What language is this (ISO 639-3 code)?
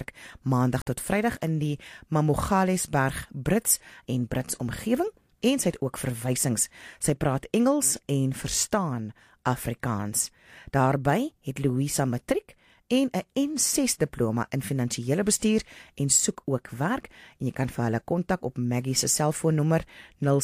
afr